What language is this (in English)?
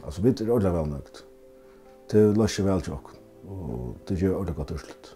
Faroese